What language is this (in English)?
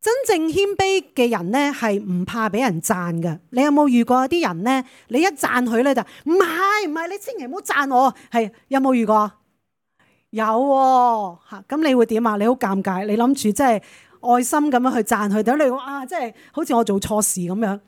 Cantonese